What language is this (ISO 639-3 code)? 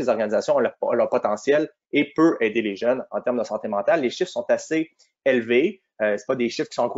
fra